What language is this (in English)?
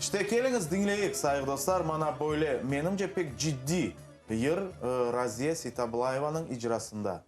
Crimean Tatar